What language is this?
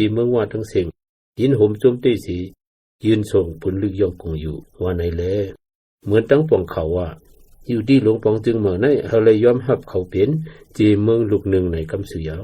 Shan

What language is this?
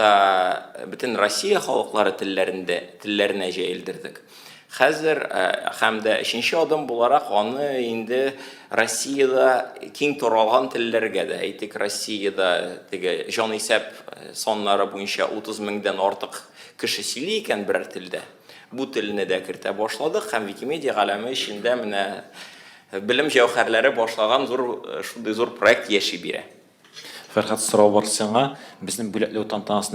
Tatar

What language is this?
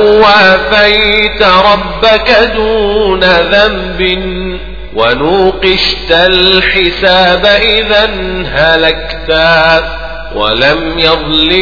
Arabic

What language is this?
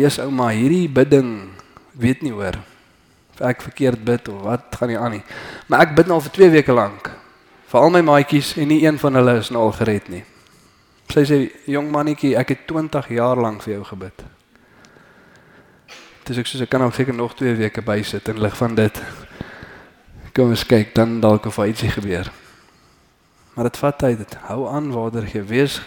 Afrikaans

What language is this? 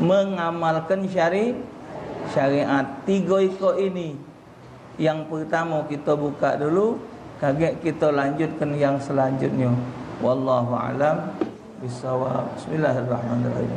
Musi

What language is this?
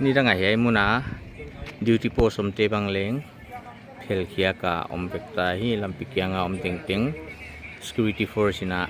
Paite Chin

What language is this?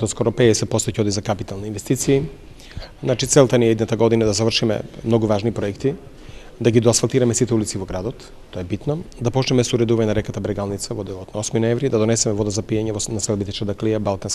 Macedonian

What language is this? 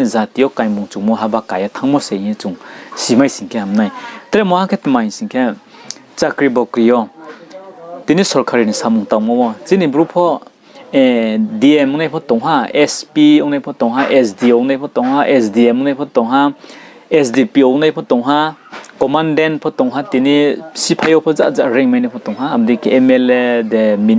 Riang (India)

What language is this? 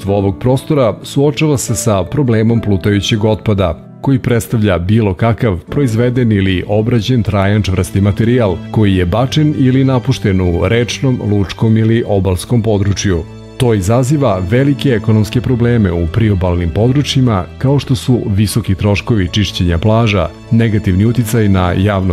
Serbian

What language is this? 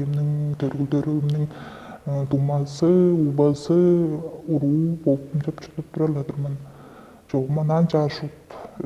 Tuvinian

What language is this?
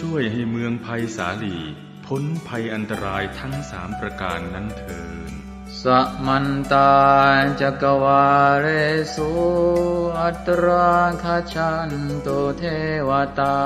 Pali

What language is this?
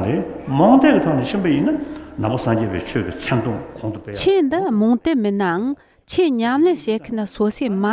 Tibetan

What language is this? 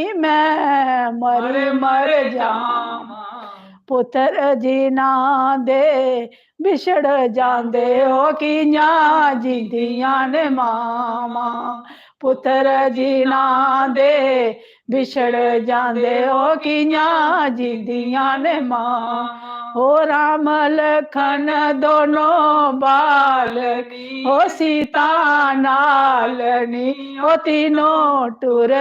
Dogri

